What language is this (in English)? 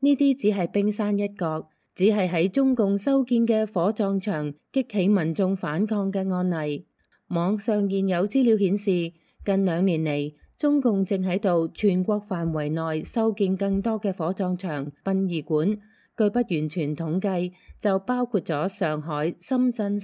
Cantonese